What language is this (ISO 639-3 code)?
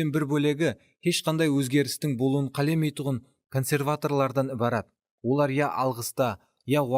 kaa